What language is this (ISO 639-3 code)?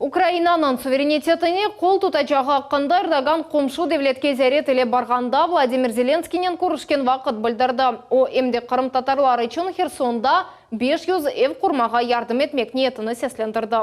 crh